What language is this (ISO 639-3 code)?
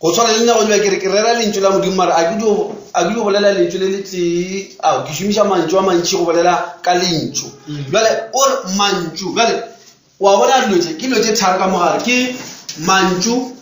nso